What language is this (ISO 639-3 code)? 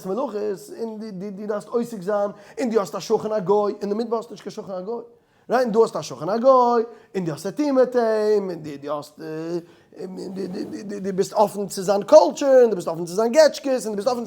yid